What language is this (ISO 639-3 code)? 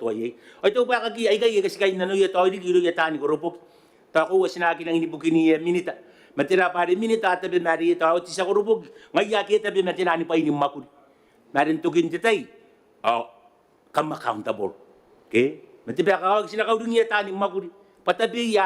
gil